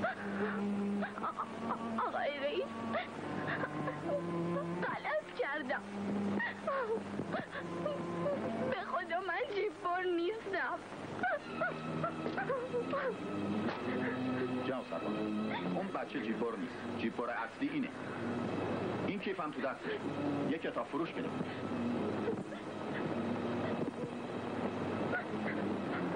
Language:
Persian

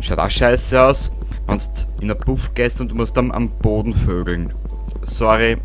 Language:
Bavarian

